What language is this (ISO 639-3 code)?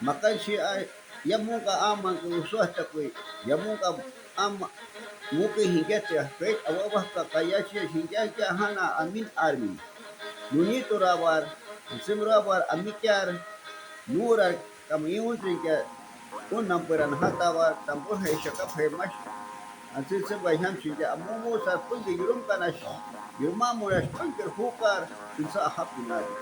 jiv